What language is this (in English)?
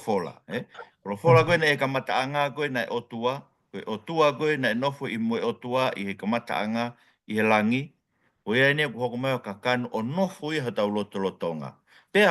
Tongan